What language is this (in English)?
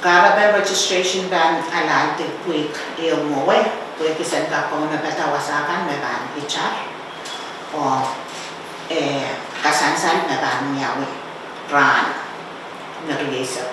Pohnpeian